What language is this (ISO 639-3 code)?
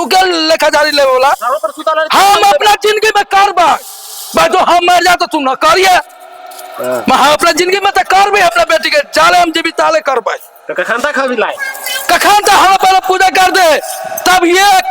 mai